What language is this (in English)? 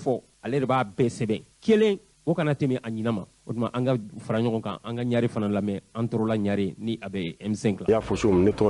Bambara